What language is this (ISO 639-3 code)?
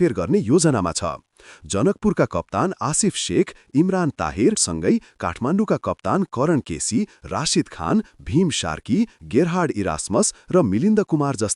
nep